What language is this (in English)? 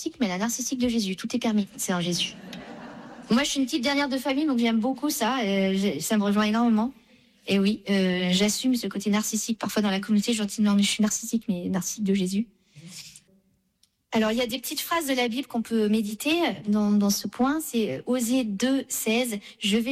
French